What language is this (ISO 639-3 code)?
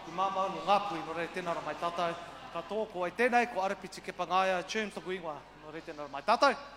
mri